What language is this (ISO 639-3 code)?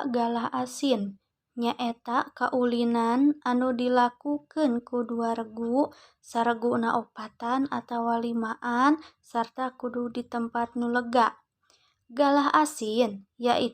sun